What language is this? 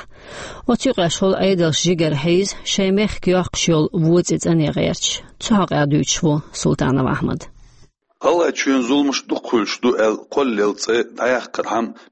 Chechen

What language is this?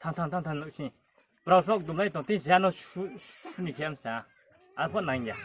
Riang (India)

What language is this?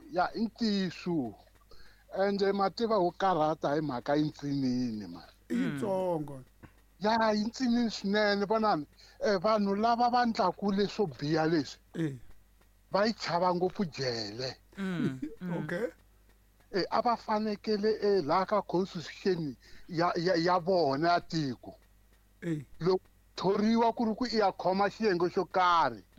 Tsonga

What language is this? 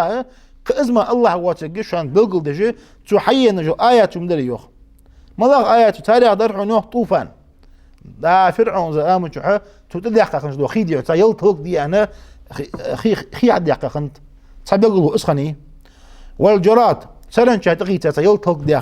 Ingush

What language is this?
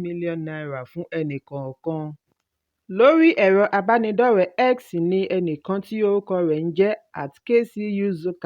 Yoruba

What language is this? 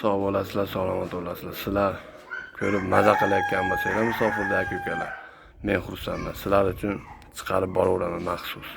Uzbek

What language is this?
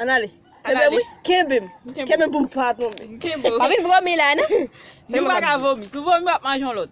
Haitian Creole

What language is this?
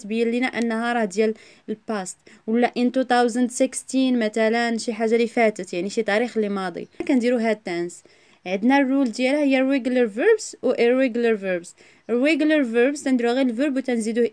Moroccan Arabic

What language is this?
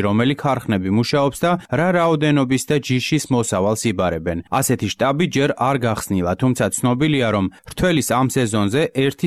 Georgian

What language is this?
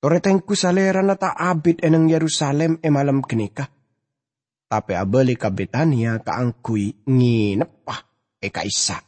Madurese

